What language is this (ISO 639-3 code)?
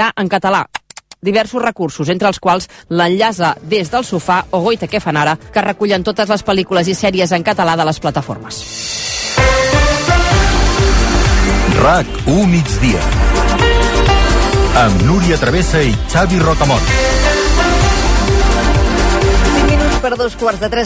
cat